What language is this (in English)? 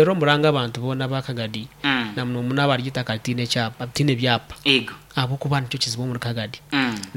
Nyankole